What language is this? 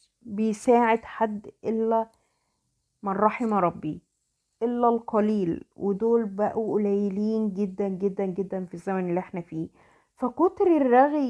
Egyptian Arabic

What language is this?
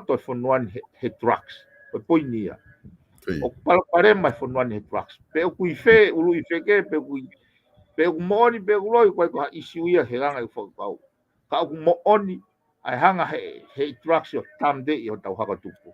Tongan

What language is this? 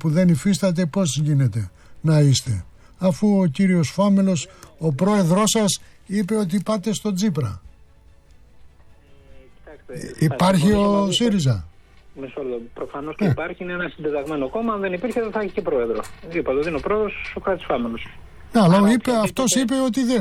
Greek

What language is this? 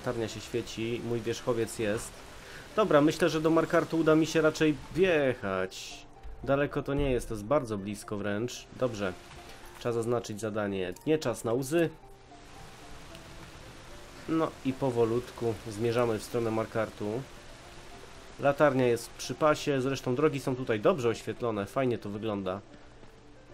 Polish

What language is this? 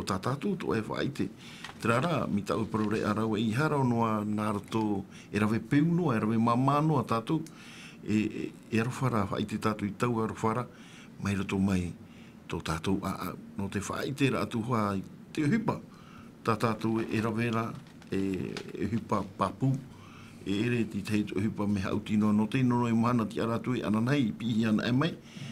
Tahitian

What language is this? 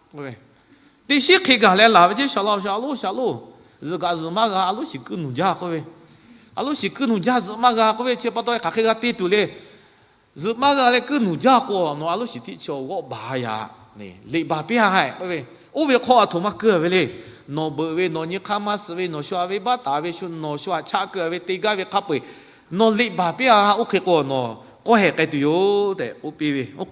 Lahu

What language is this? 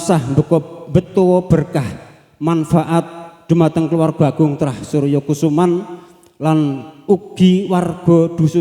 Javanese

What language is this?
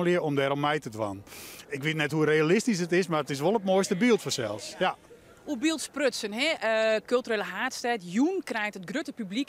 Western Frisian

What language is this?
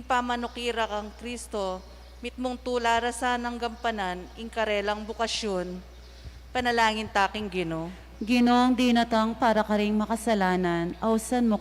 Pampanga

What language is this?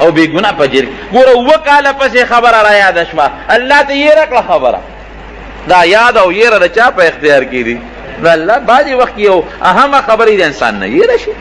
Pashto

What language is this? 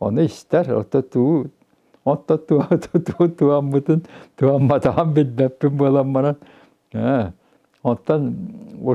Yakut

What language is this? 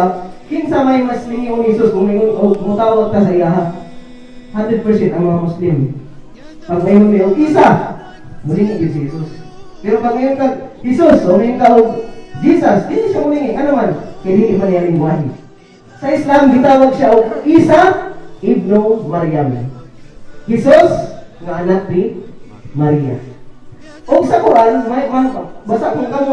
Cebuano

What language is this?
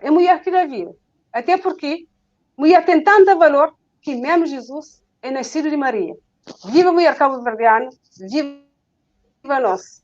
Kabuverdianu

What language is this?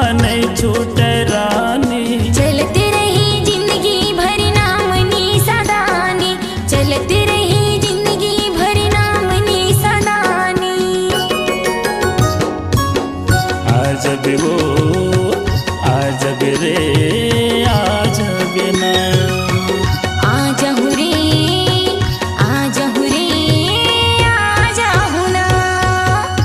Chhattisgarhi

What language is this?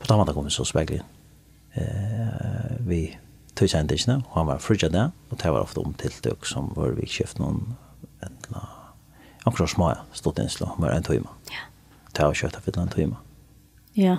Faroese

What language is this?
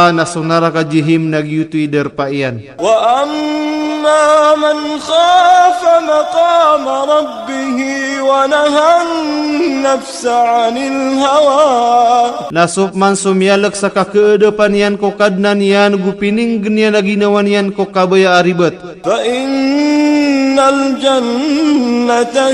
Maranao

